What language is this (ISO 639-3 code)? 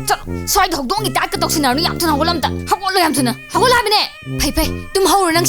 mni